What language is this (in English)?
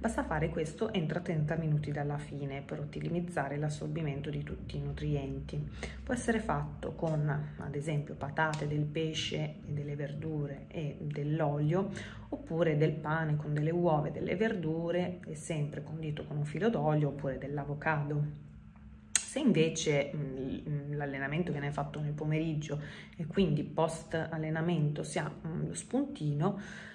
Italian